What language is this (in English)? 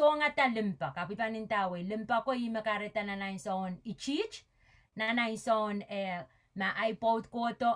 Pohnpeian